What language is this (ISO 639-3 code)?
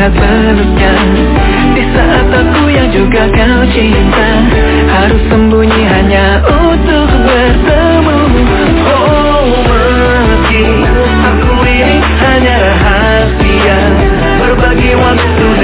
ind